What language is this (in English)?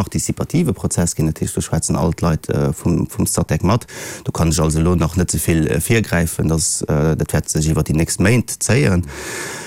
Luxembourgish